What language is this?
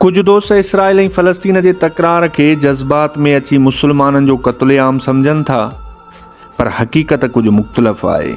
Sindhi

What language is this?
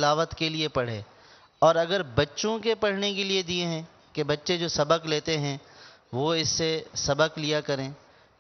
Urdu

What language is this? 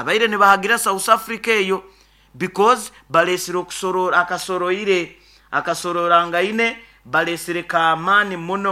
Nyoro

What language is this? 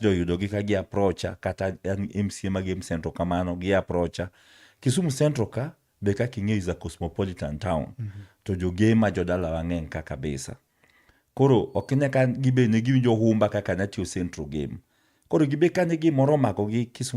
Luo (Kenya and Tanzania)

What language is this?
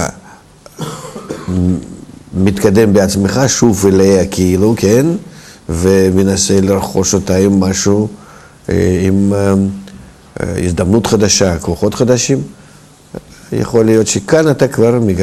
Hebrew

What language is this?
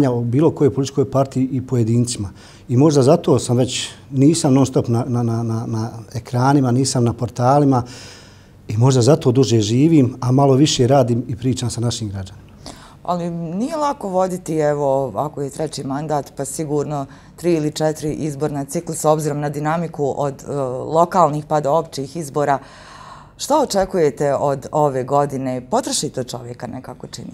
Bosnian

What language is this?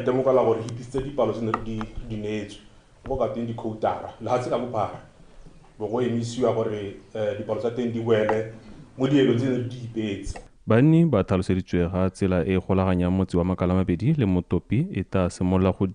Tswana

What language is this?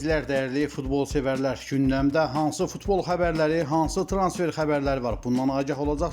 Azerbaijani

